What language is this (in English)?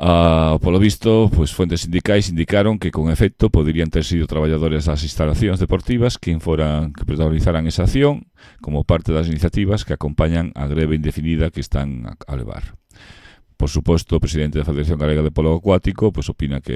Galician